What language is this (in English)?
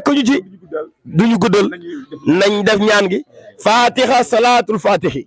Wolof